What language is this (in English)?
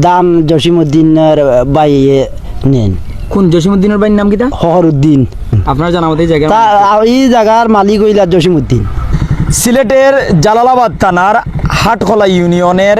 Sylheti